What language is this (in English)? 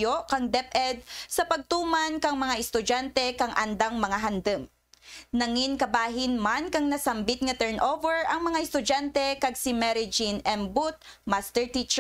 Kinaray-a